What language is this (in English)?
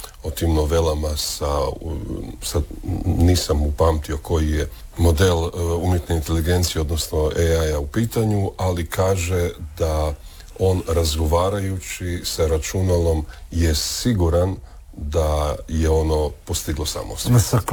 Croatian